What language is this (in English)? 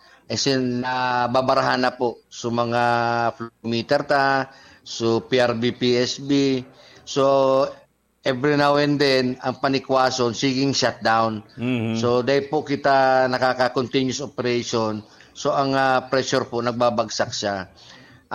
Bikol